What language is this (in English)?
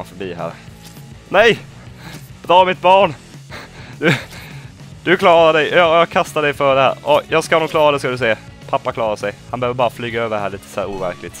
Swedish